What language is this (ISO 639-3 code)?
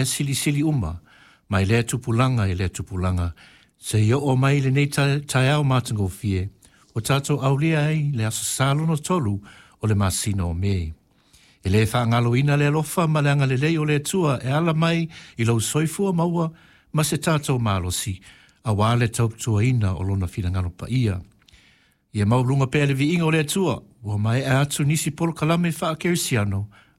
smo